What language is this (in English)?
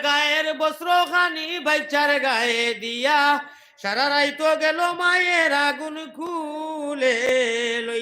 Sylheti